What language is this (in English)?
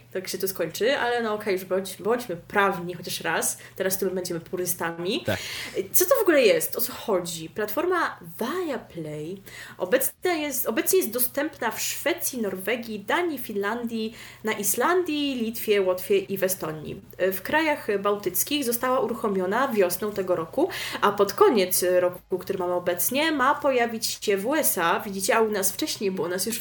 Polish